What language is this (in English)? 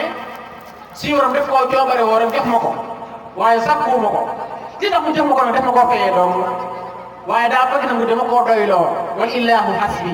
Wolof